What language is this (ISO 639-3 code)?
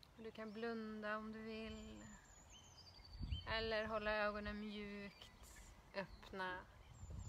swe